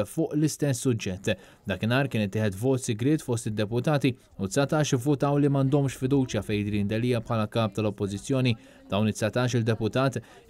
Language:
Maltese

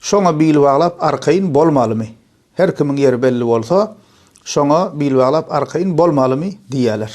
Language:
Turkmen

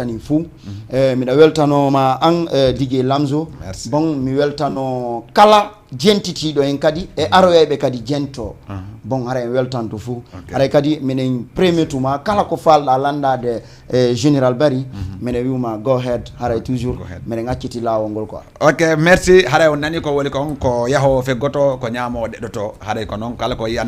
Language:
Fula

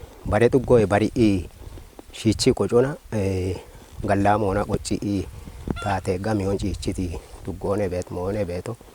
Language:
Kafa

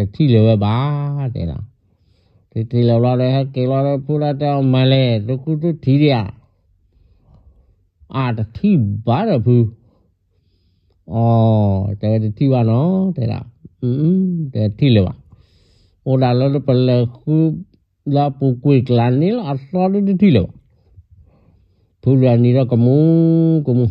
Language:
S'gaw Karen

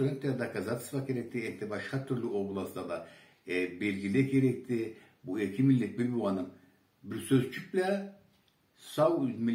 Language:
Karachay-Balkar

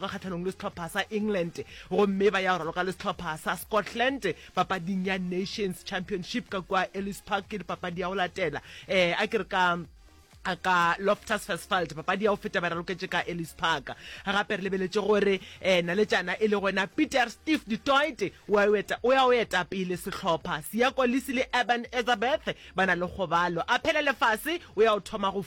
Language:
Northern Sotho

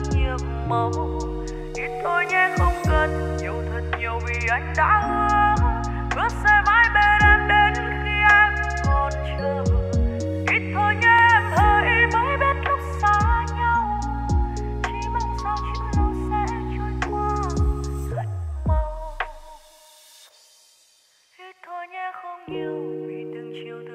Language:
Vietnamese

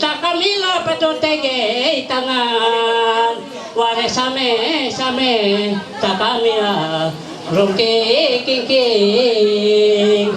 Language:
Ma'anyan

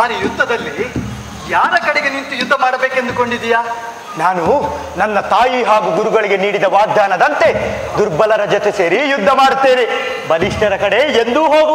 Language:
Kannada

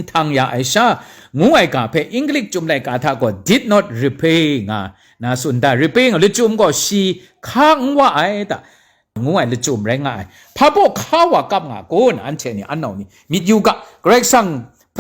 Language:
Kachin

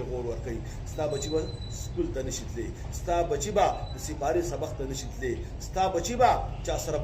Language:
Pashto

